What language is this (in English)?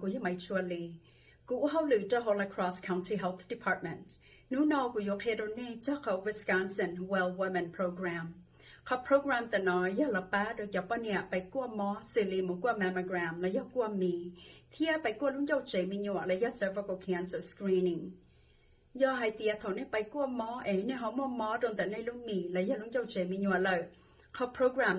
Hmong